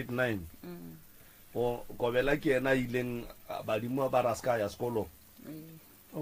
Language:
Northern Sotho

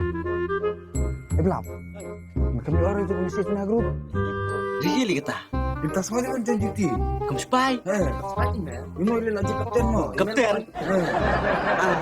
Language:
Khasi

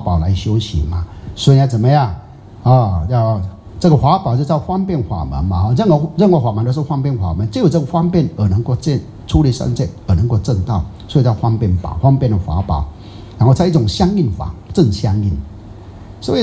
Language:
Chinese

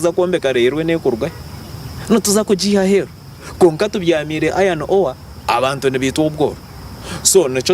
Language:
Nyankole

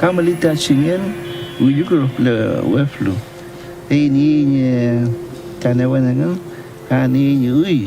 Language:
Mapuche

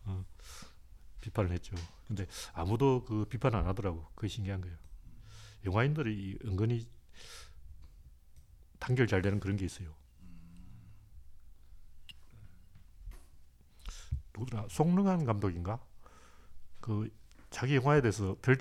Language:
Korean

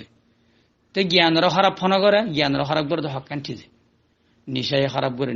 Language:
Rohingya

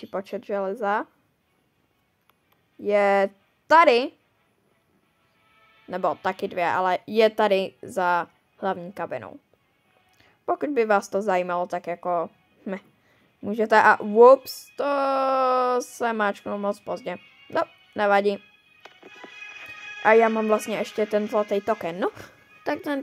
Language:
Czech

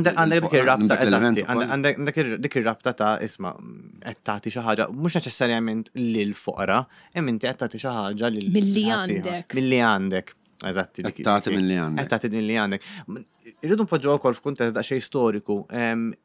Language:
Maltese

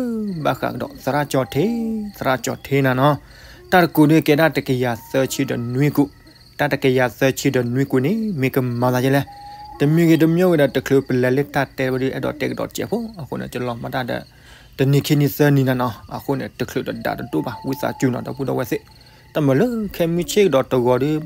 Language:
S'gaw Karen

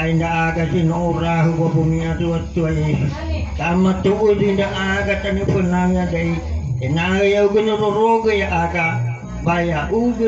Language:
Nias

